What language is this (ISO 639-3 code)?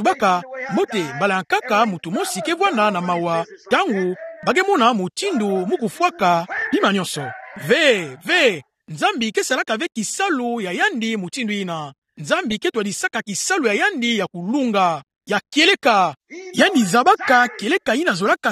ktu